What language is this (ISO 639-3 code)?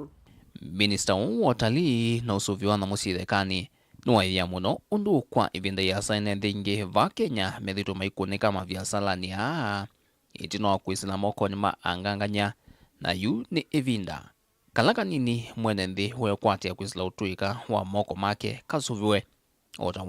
kam